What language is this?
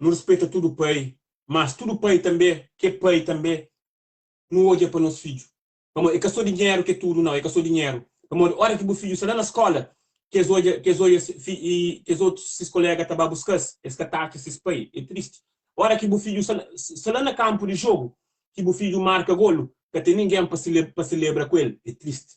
Kabuverdianu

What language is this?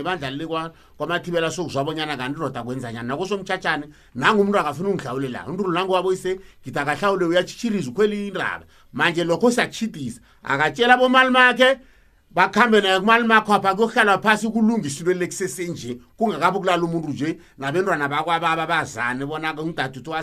South Ndebele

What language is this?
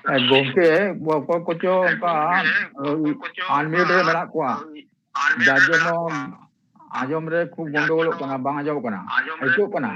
Santali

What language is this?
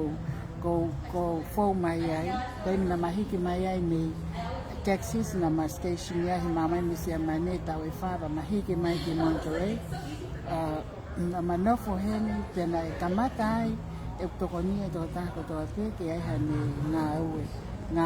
Tongan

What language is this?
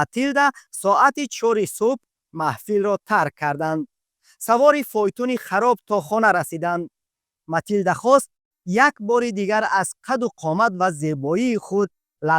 Tajik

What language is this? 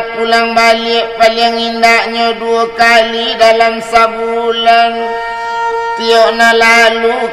Minangkabau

